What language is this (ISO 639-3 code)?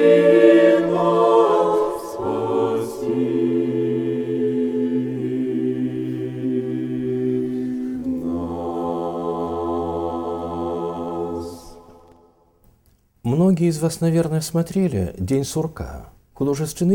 rus